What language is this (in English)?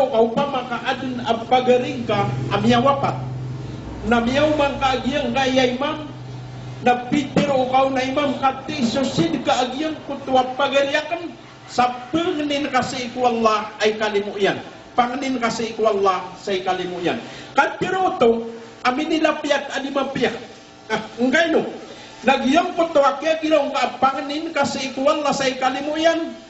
Maranao